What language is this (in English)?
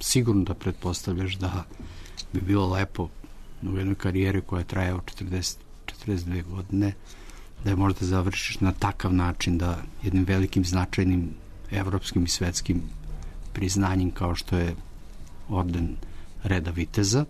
Serbian